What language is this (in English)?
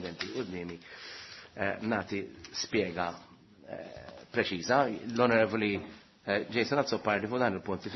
Maltese